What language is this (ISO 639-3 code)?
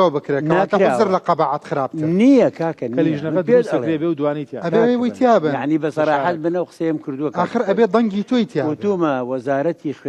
ckb